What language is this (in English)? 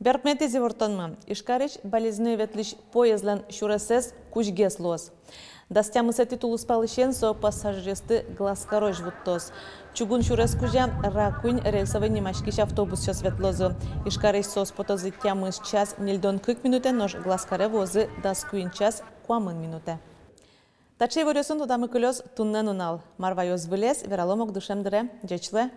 Udmurt